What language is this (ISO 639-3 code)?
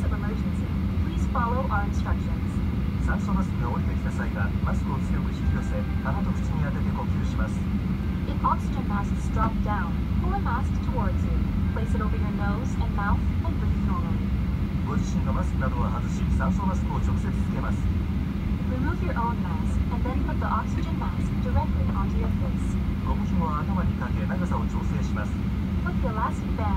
jpn